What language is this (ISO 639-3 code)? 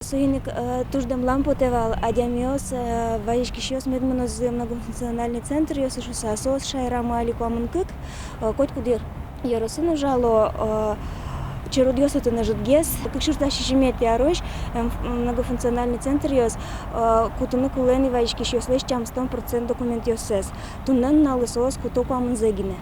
udm